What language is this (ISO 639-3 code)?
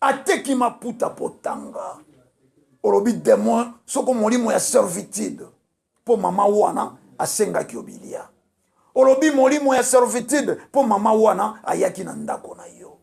lin